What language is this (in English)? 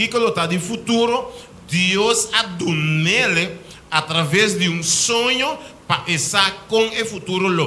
Papiamento